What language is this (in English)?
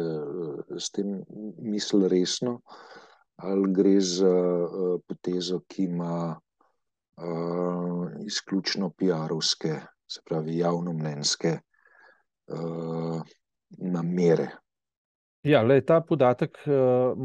Slovenian